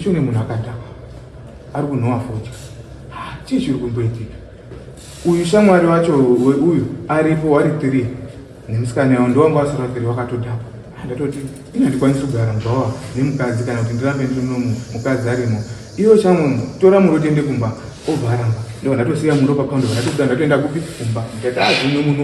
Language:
Shona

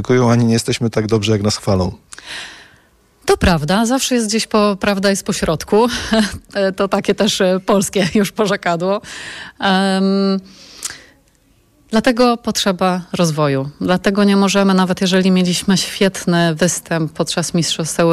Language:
Polish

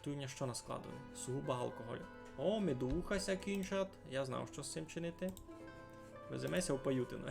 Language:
Rusyn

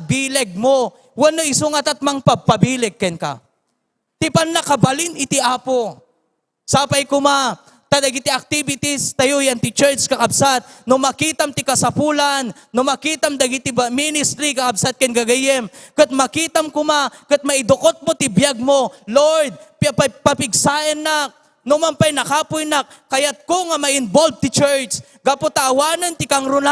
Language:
Iloko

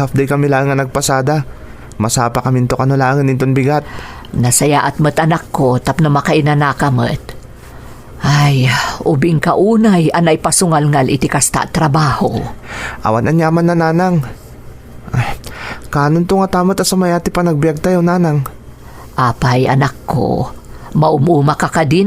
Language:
Iloko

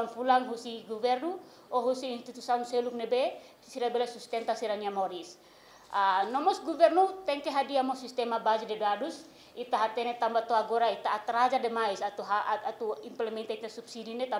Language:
Tetum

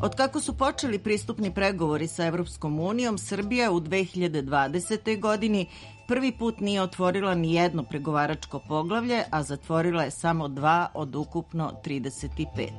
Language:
Serbian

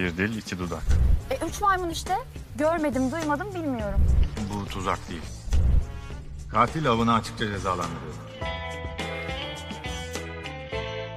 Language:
Turkish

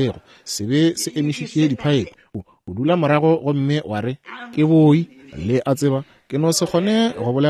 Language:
Northern Sotho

